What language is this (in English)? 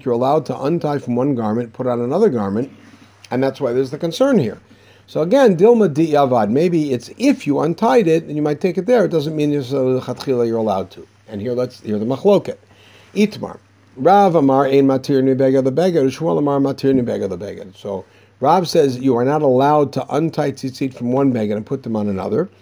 English